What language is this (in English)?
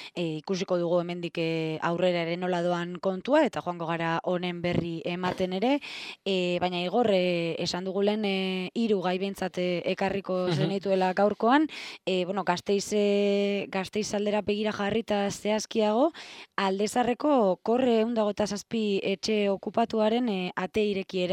Basque